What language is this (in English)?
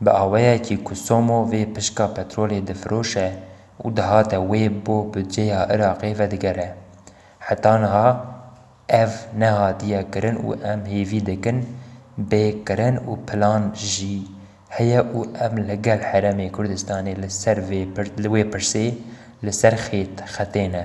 Kurdish